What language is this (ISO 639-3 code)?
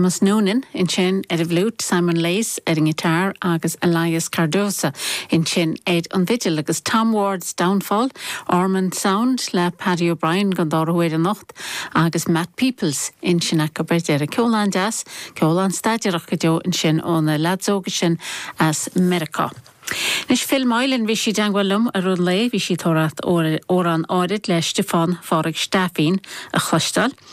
gle